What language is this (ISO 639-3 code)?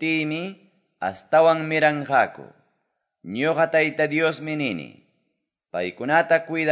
que